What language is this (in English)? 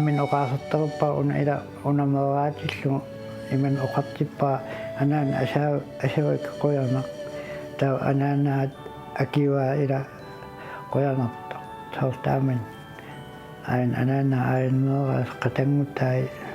Kalaallisut